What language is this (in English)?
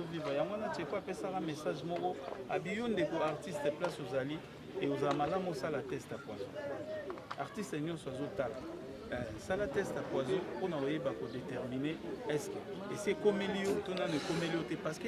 Lingala